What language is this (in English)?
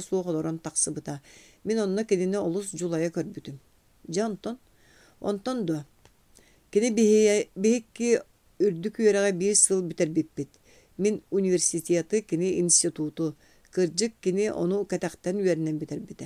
Yakut